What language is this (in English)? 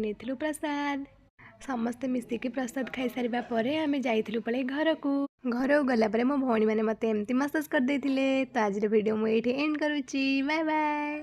Odia